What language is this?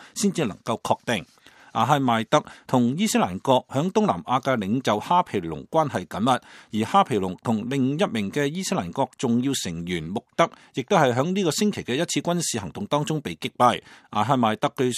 Cantonese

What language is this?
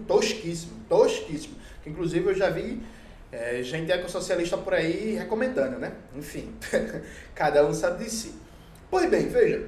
Portuguese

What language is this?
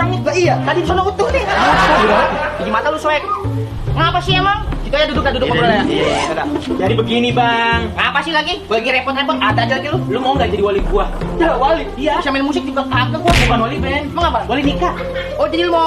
Betawi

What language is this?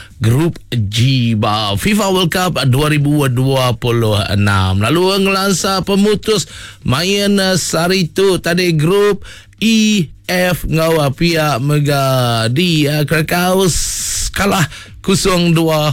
Iban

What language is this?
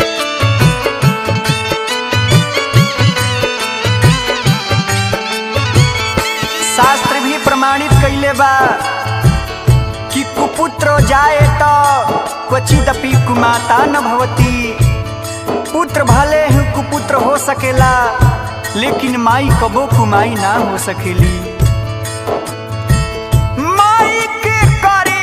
Bhojpuri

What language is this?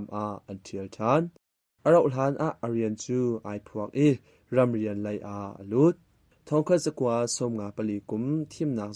Hakha Chin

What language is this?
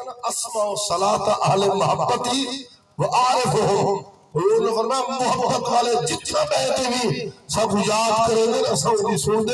Saraiki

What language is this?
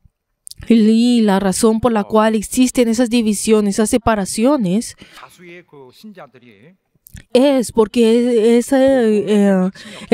Spanish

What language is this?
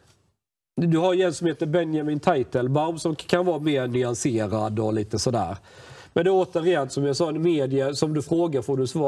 Swedish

